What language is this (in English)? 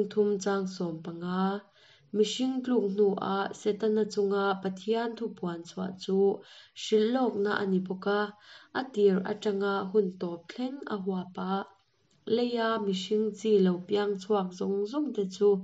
Mizo